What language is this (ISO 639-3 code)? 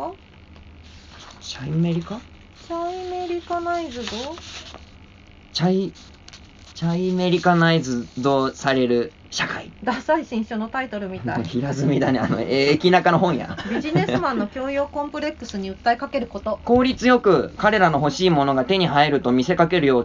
jpn